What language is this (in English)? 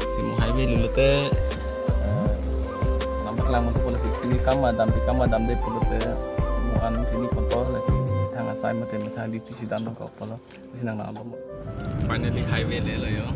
Karbi